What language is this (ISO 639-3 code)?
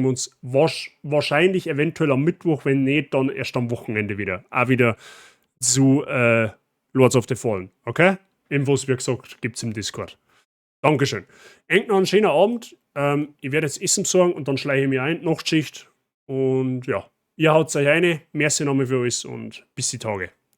bar